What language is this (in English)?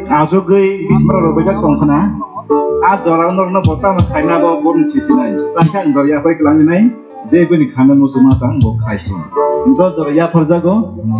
Kok Borok